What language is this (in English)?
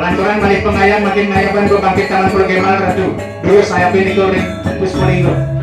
Balinese